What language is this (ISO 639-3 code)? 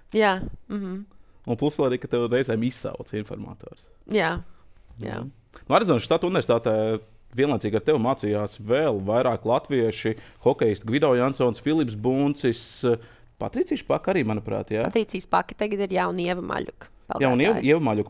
lav